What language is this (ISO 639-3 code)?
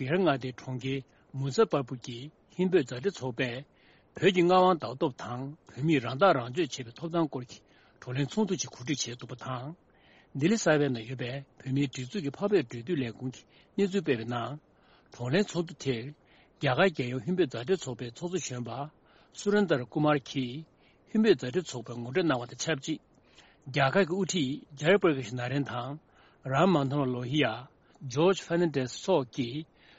bod